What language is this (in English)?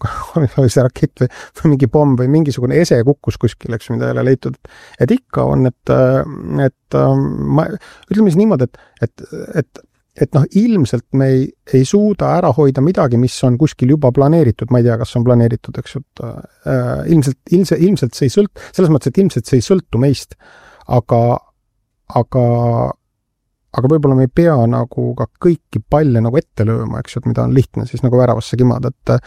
Estonian